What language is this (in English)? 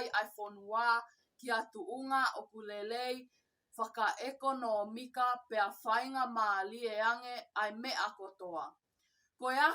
Tongan